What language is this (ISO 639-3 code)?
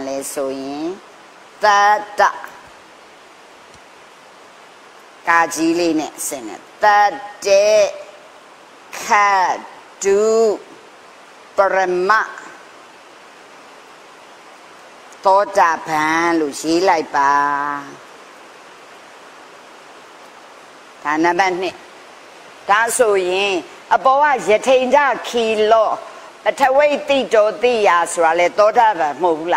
mya